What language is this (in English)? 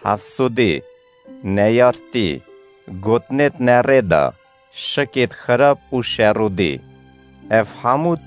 Kurdish